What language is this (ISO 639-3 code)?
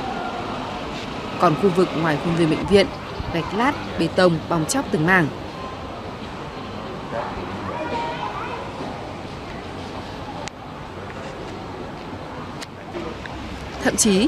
vie